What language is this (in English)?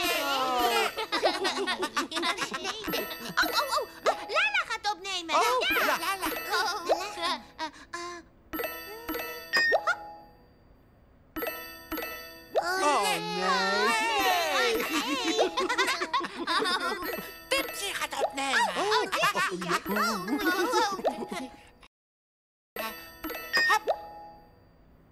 Dutch